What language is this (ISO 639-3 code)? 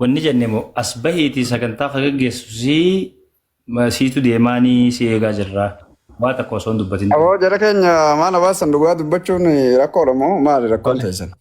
orm